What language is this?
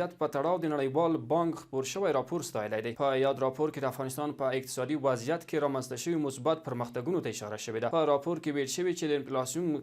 Pashto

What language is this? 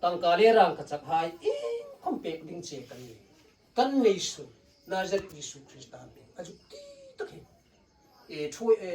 Hmar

